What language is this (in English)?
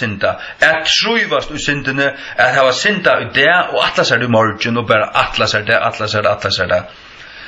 Faroese